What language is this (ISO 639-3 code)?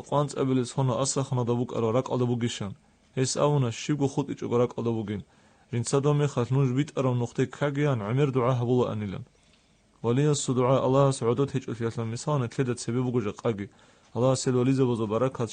ava